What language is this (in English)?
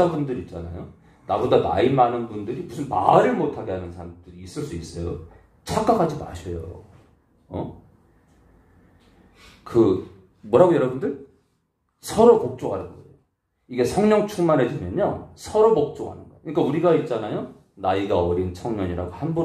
Korean